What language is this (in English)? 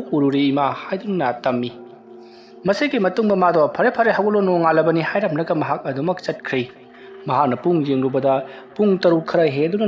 Manipuri